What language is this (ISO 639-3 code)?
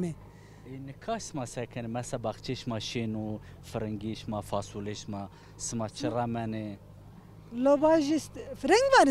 zza